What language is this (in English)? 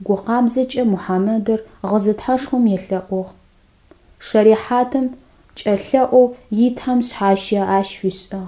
Adyghe